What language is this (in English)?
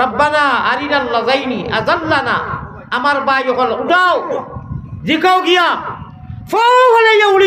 Sylheti